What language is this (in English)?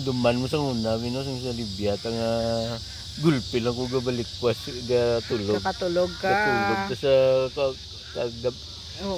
Hiligaynon